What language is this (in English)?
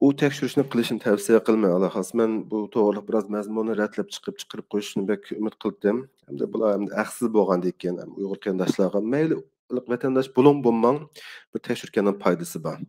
Uyghur